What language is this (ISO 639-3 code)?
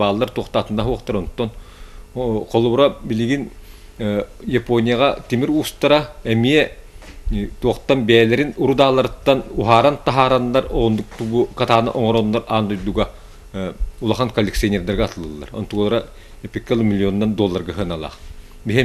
sah